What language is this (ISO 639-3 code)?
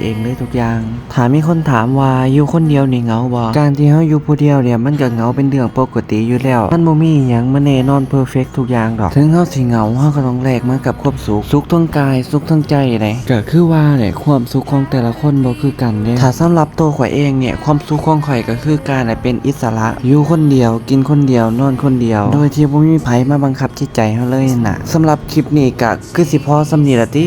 lao